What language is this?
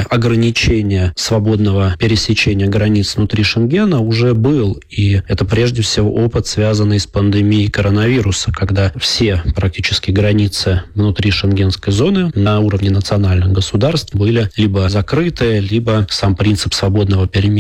Russian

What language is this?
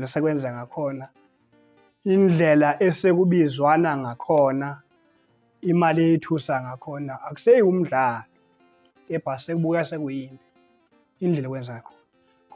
Zulu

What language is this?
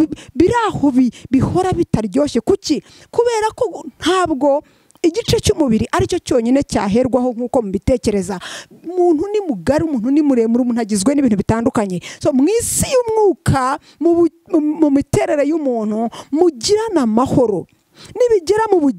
Kinyarwanda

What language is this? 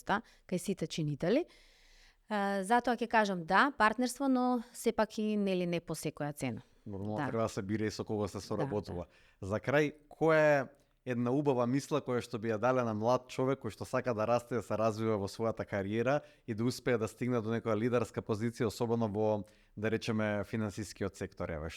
Macedonian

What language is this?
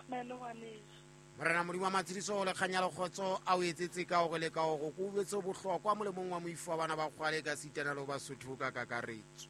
Southern Sotho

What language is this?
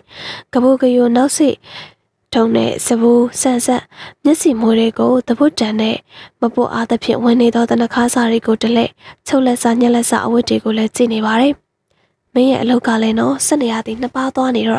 Burmese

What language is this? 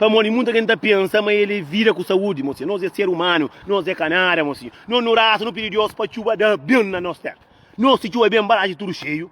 Kabuverdianu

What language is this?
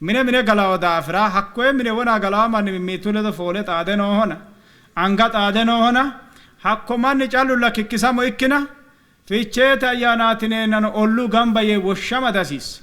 Sidamo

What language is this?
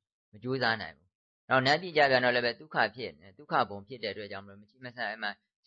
Burmese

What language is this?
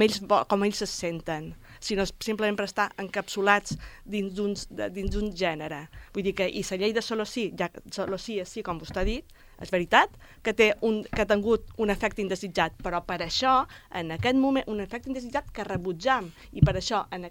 Catalan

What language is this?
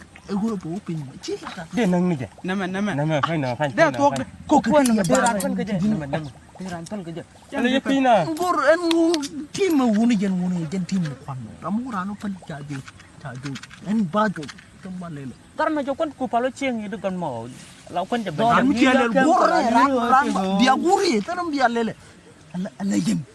Nuer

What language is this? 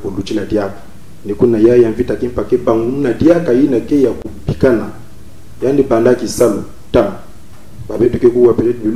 Kituba (Congo)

